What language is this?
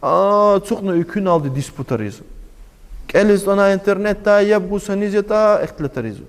Lezghian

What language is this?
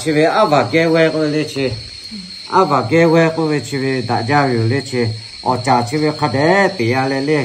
Lahu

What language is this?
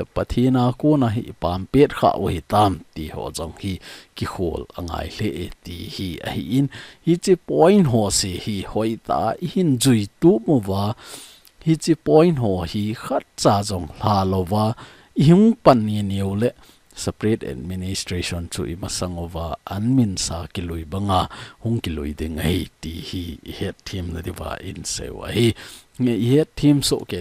Thado Chin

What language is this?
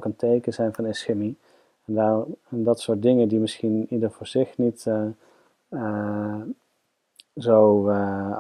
Dutch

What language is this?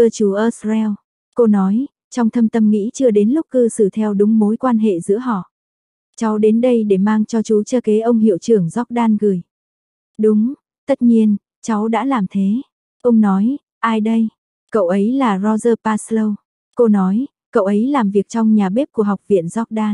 Vietnamese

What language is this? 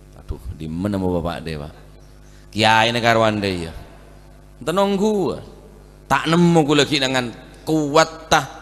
Madurese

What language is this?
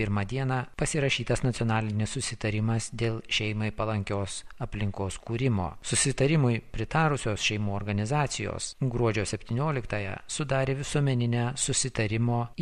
Lithuanian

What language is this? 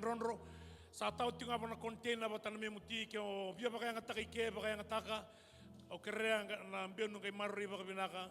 Fijian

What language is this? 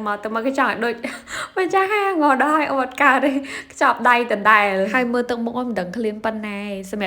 Khmer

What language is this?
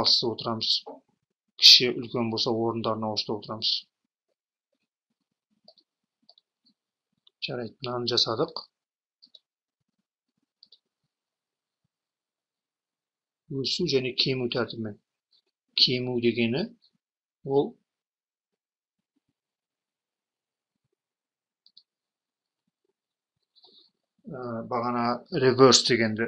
Kazakh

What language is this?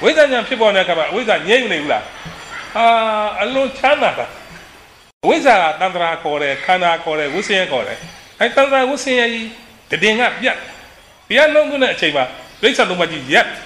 Burmese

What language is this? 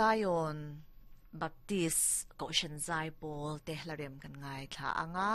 Mizo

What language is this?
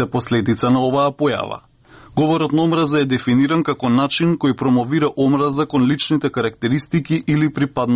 Macedonian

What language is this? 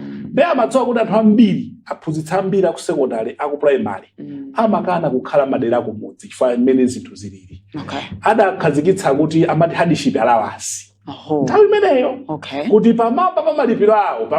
Nyanja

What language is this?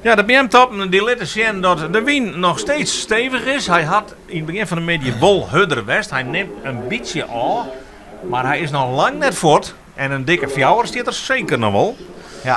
Western Frisian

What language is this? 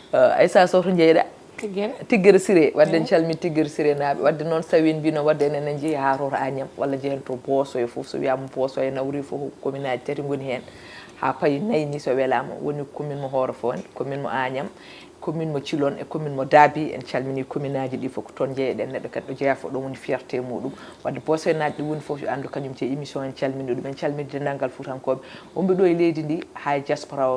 Fula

